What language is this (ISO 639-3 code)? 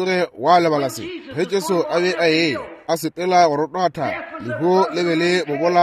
nso